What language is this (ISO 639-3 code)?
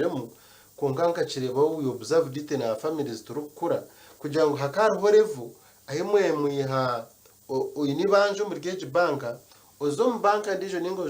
nyn